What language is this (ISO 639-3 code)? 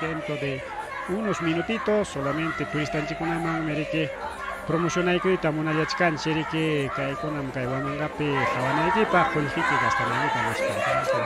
quy